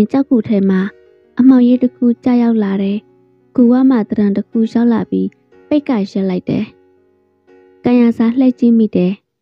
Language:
Burmese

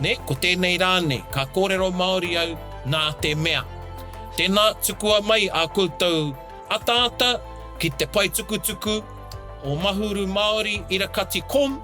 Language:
Māori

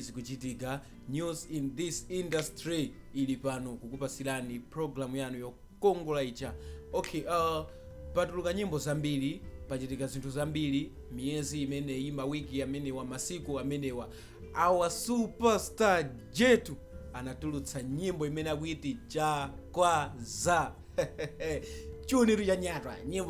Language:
Nyanja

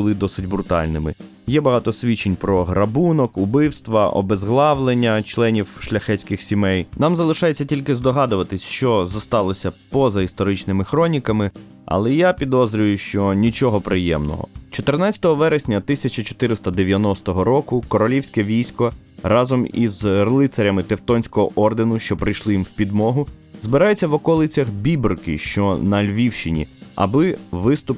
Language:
Ukrainian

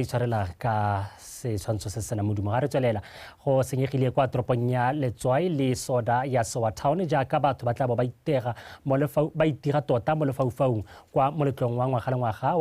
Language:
Tswana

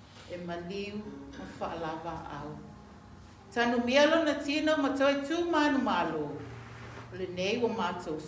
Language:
Samoan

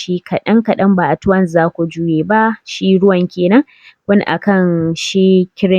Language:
Hausa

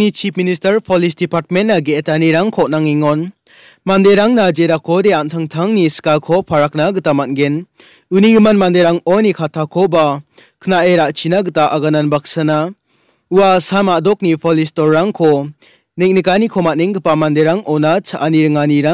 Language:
Garo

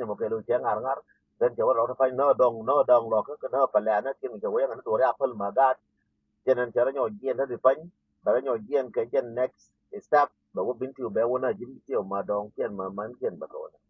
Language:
Nuer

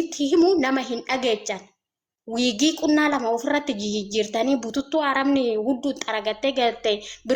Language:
Oromo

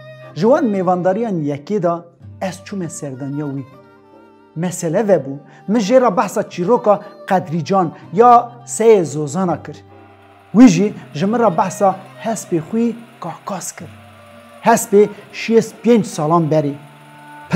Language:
Kurdish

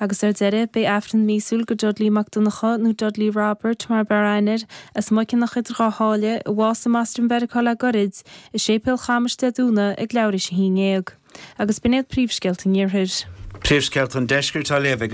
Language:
Irish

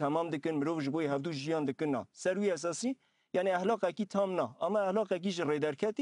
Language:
Kurdish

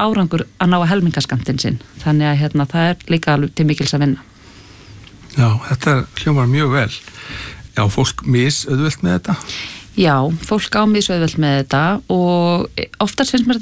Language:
Icelandic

